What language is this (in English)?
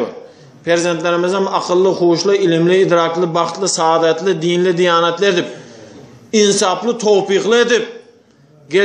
Turkmen